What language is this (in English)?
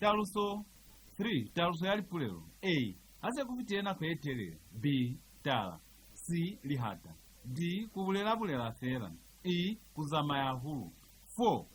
Lozi